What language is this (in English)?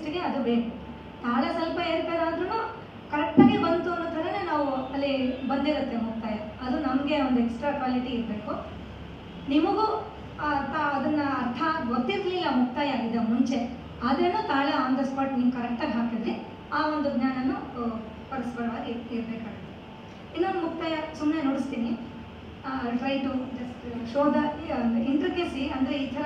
Kannada